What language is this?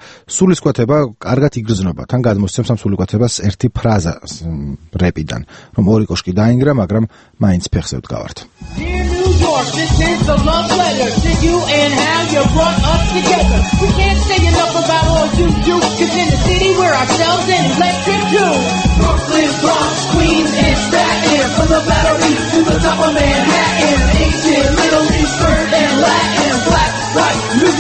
Georgian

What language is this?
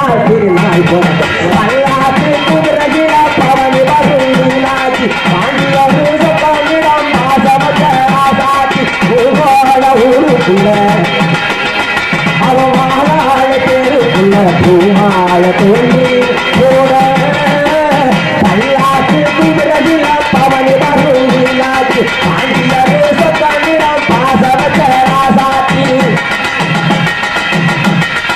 Tamil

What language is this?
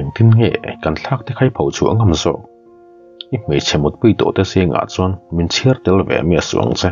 Mizo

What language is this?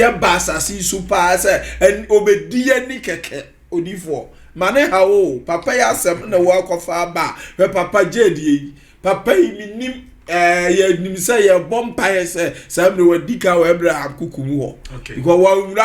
Akan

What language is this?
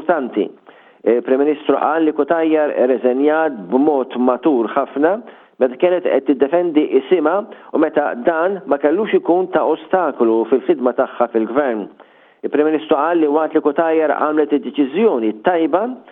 Maltese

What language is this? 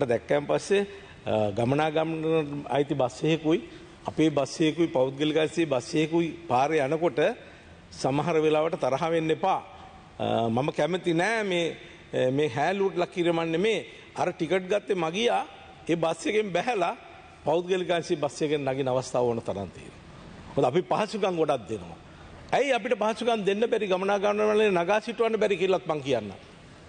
Sinhala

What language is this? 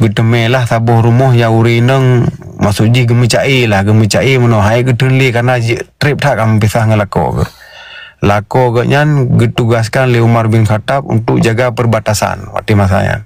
Achinese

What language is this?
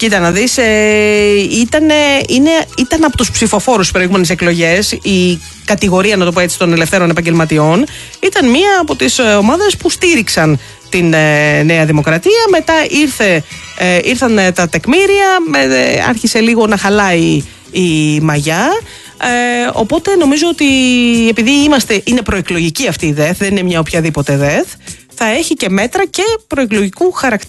Greek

